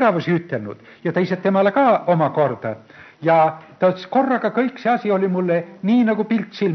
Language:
Estonian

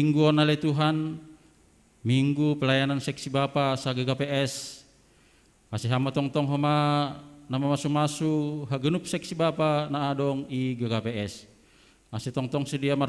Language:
Batak Simalungun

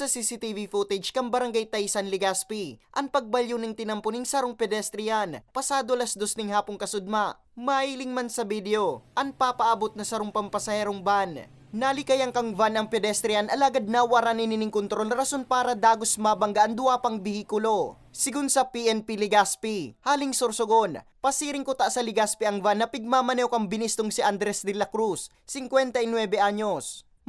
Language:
Bikol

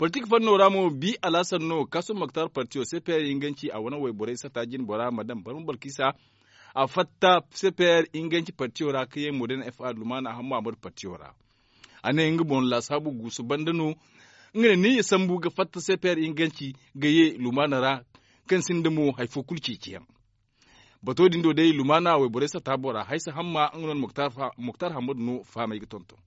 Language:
Zarma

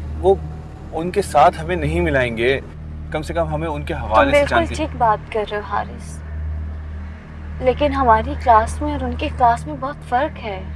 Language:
Hindi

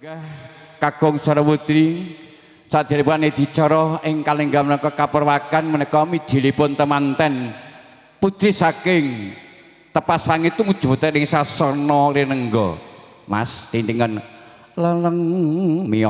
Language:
Javanese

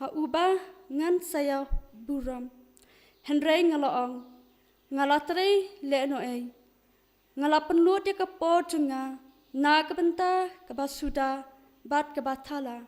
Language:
Khasi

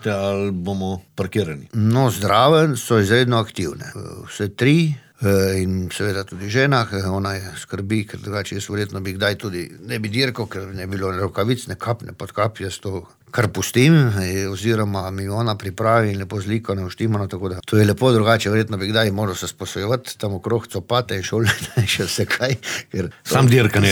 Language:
Slovenian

